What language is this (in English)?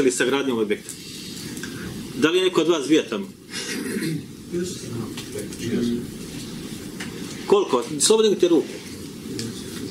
Bosnian